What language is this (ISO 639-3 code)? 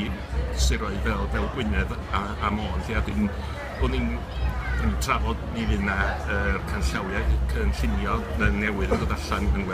cym